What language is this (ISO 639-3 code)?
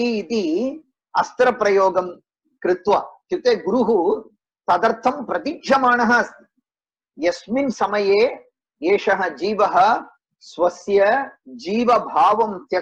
san